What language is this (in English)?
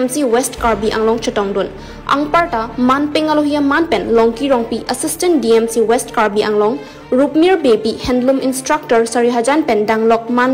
Karbi